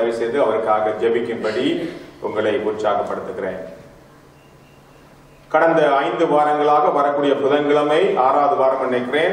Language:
Tamil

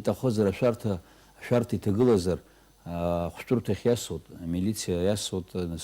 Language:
Abkhazian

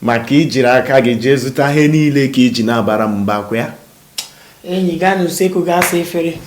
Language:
Igbo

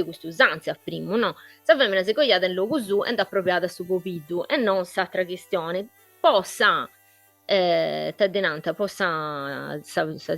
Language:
Sardinian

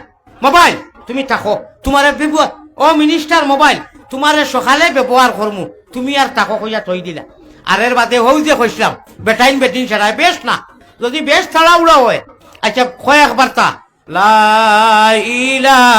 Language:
Sylheti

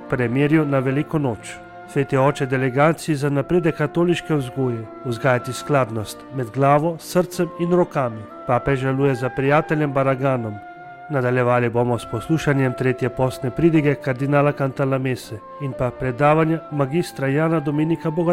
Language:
Slovenian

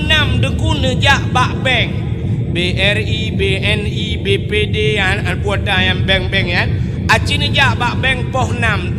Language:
Achinese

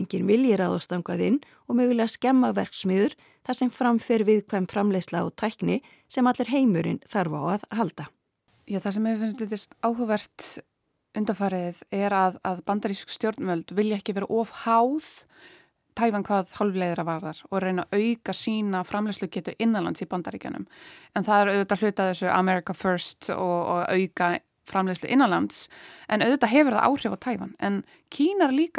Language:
Icelandic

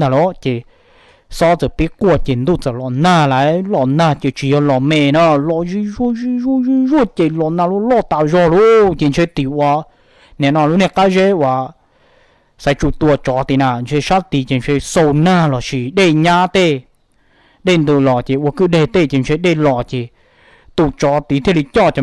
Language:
Hmong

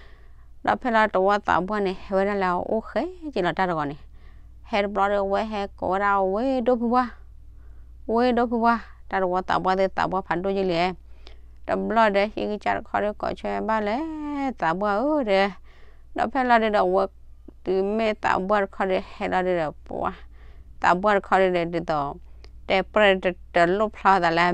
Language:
S'gaw Karen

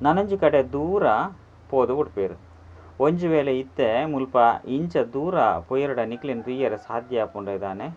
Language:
Tulu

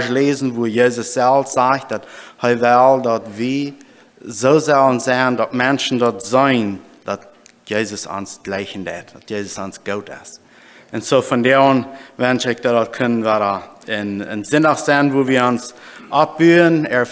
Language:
Plautdietsch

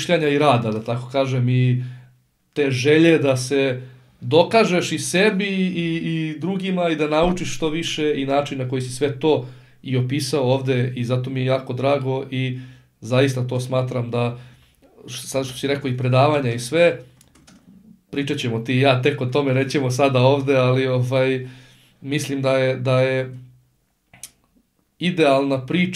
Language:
Serbian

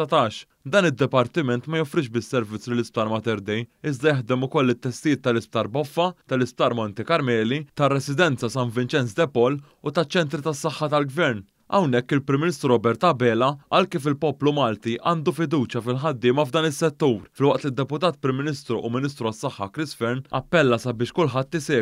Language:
Maltese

